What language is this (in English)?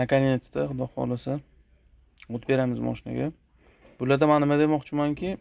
Uzbek